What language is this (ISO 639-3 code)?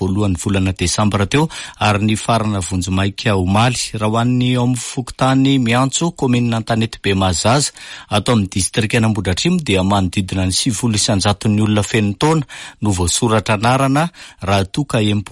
mlg